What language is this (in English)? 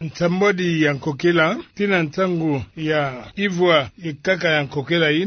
Kituba (Democratic Republic of Congo)